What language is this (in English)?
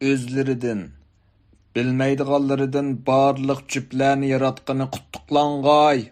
Uyghur